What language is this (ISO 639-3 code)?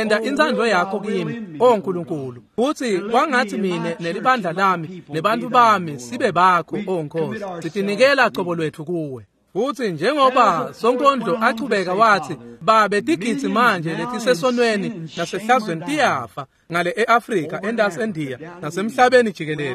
ssw